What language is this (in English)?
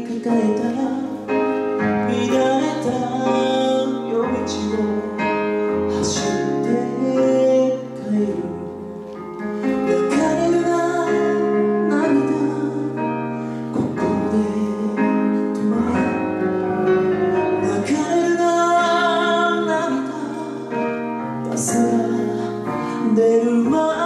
Japanese